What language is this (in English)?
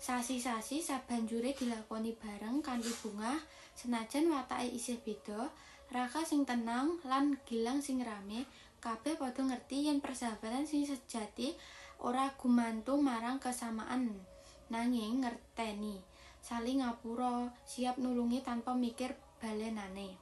Javanese